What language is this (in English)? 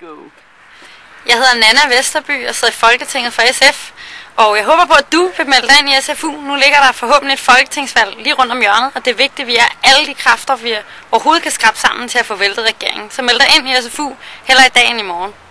Danish